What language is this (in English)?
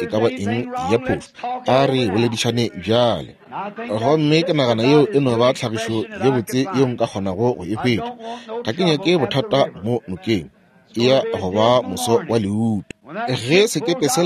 Northern Sotho